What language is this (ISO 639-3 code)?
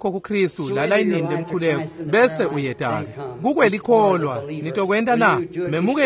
ssw